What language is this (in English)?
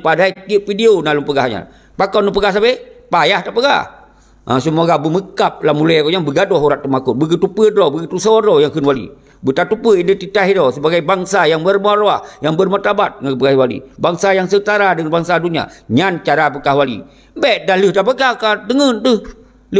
Achinese